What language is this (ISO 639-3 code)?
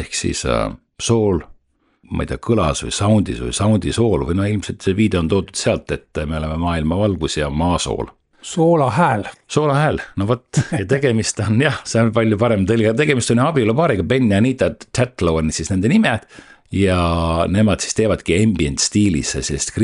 est